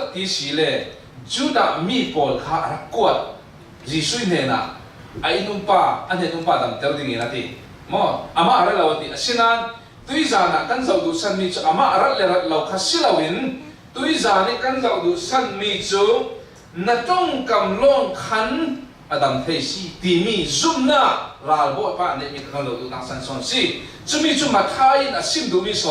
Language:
Falam Chin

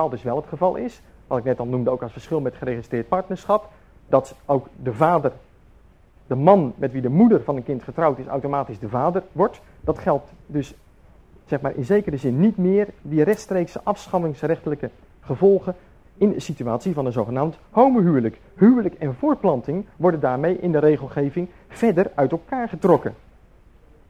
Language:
Dutch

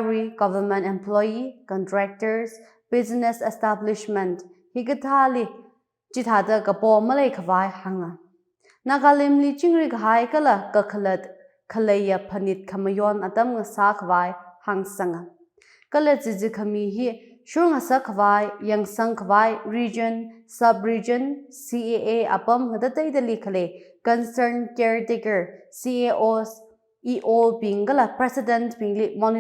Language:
Tangkhul Naga (India)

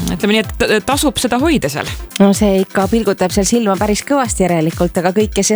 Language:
Estonian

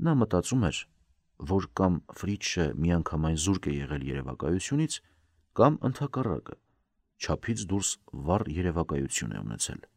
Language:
Armenian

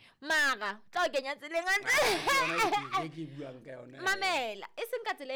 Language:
Southern Sotho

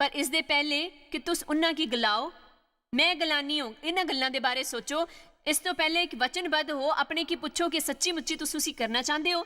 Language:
Dogri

